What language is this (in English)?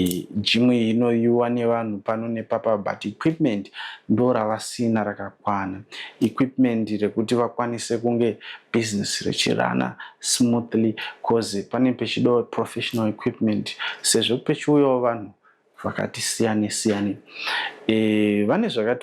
Shona